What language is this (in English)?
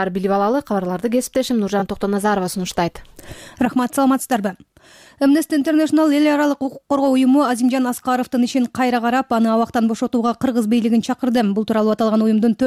Kyrgyz